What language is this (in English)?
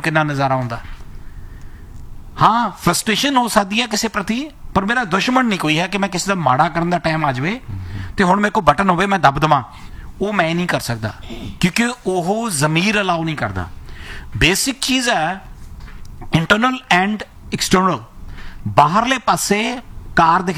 Punjabi